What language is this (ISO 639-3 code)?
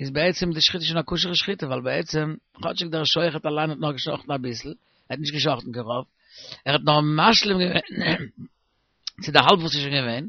yid